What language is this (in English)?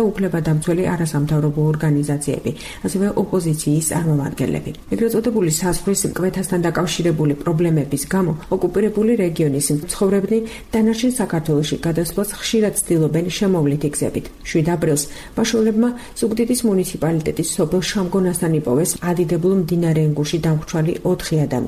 Georgian